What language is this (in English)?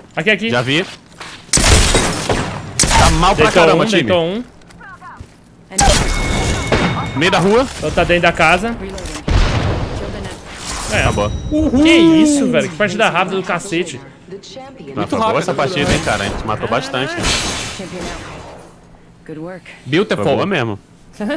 Portuguese